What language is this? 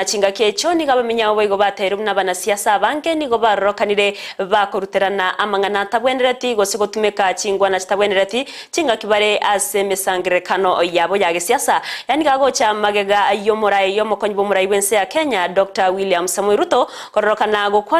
Gusii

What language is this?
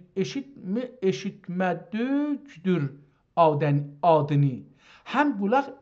South Azerbaijani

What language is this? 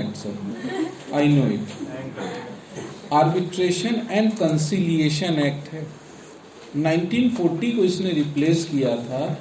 Hindi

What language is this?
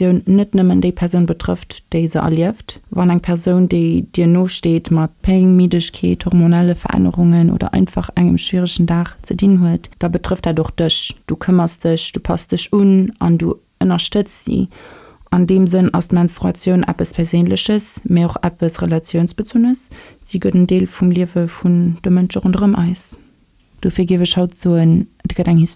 Luxembourgish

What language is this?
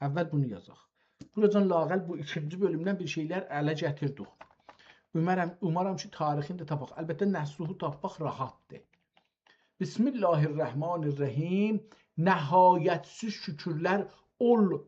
South Azerbaijani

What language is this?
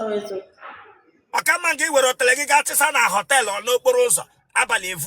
Igbo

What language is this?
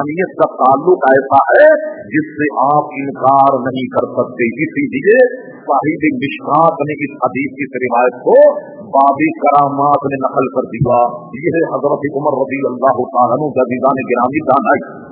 Urdu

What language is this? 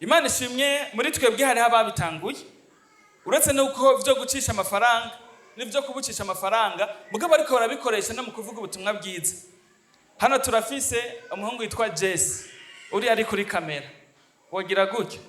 Rundi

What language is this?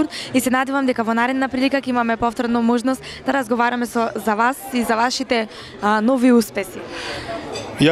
Macedonian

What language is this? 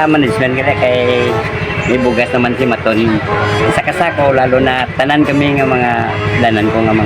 Hiligaynon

